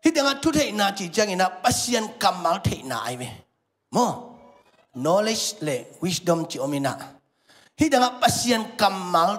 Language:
Tedim Chin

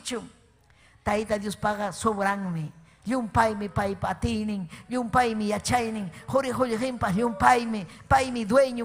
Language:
Ayacucho Quechua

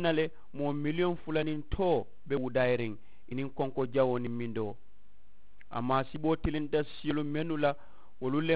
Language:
Mandingo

